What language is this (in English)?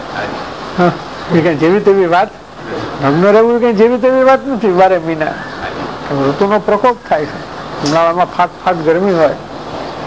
Gujarati